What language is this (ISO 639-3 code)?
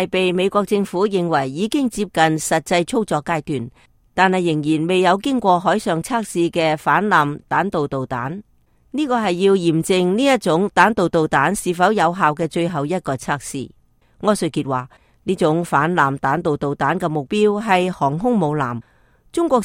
yue